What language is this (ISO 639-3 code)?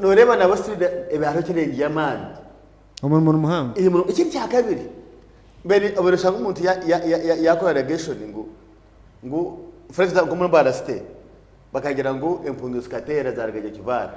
nyn